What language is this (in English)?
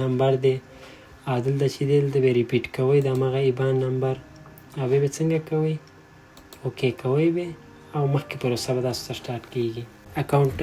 Pashto